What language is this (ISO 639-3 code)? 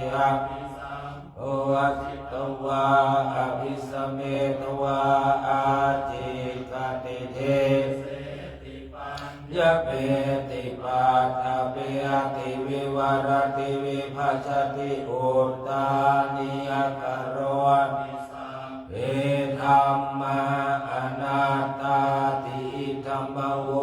pli